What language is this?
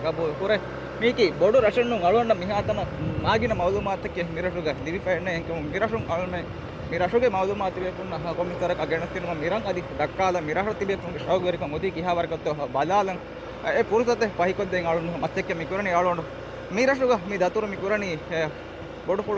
Divehi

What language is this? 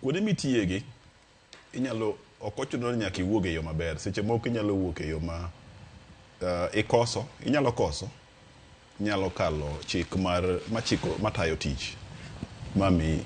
Luo (Kenya and Tanzania)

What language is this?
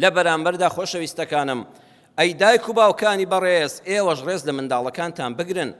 Central Kurdish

